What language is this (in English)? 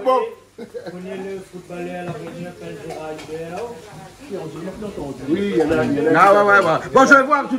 Réunion Creole French